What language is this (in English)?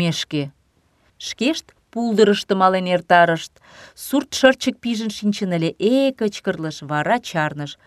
Mari